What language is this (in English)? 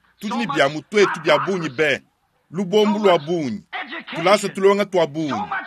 Luba-Lulua